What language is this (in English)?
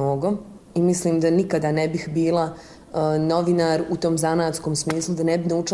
Bosnian